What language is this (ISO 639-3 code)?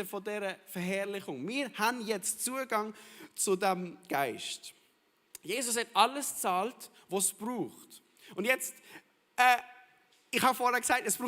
gsw